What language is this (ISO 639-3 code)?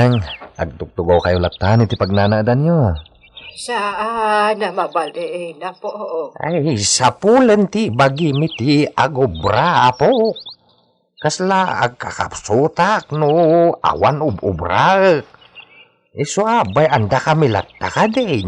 ilo